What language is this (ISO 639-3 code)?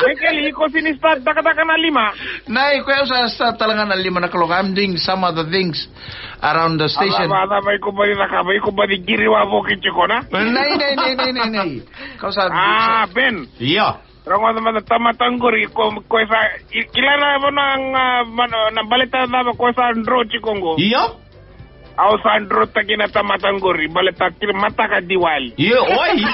fij